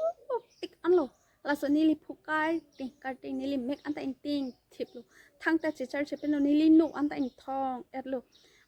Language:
Karbi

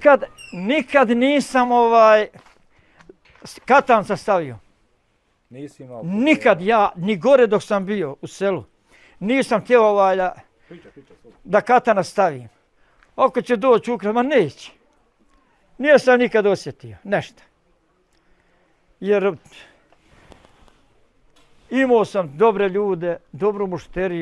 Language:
Bosnian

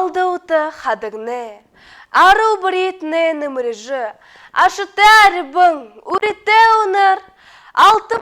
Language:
Buriat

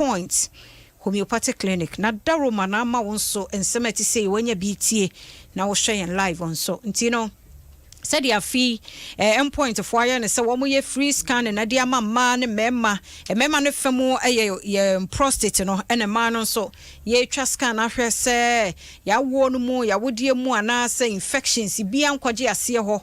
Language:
Akan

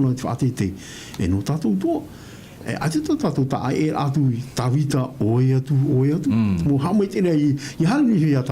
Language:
Tahitian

